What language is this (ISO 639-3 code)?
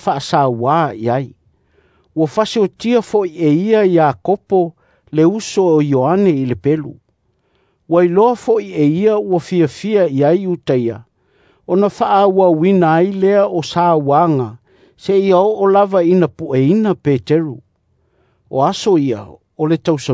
smo